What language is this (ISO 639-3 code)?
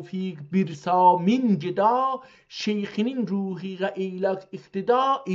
azb